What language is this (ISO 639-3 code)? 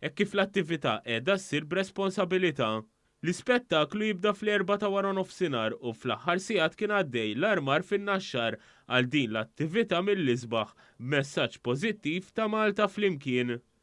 mlt